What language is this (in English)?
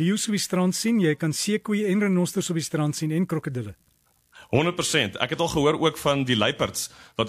Afrikaans